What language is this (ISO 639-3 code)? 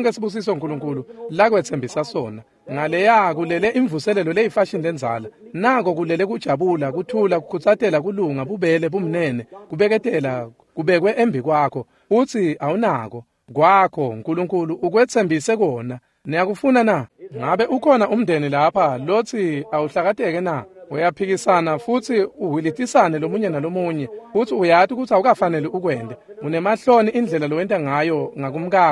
ssw